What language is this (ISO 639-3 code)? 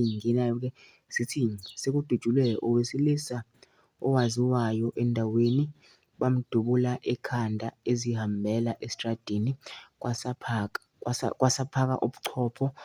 zul